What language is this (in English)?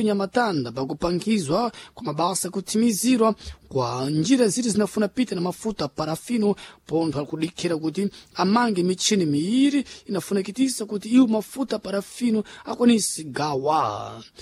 Sena